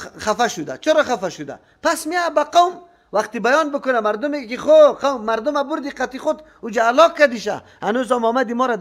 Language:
Persian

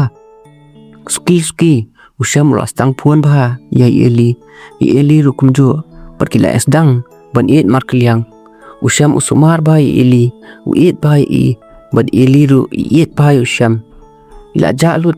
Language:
Khasi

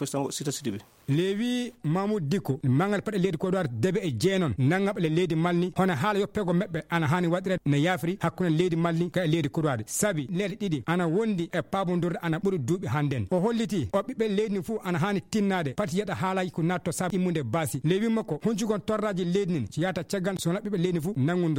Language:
Fula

